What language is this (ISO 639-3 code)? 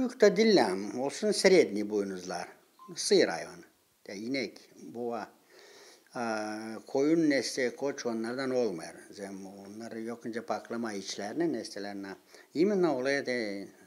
gag